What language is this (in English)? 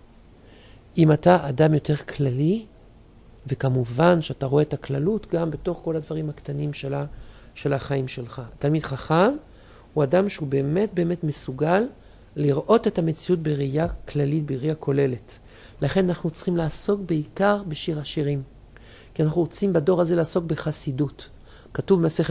Hebrew